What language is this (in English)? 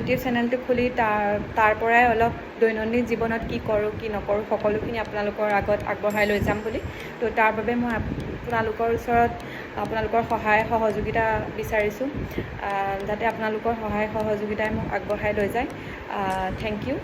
Assamese